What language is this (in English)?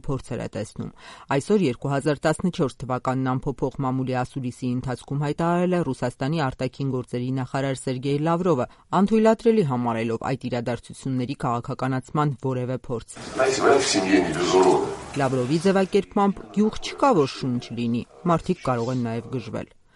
Armenian